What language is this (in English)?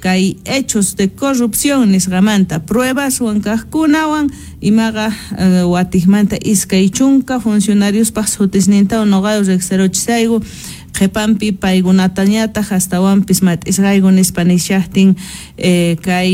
Quechua